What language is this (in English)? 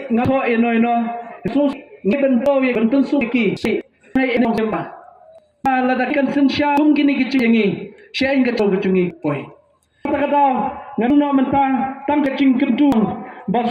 Khasi